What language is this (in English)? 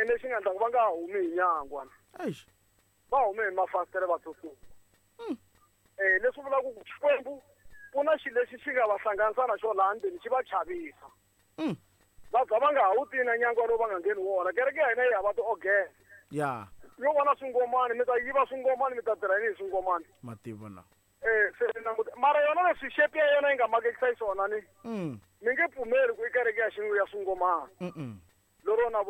Tsonga